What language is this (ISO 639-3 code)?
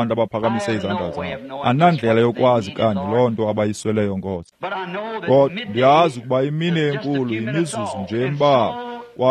xho